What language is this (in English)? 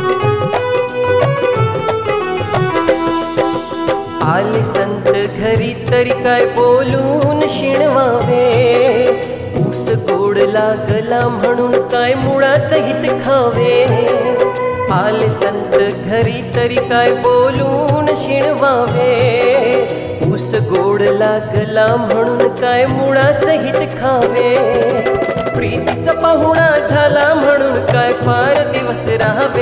Marathi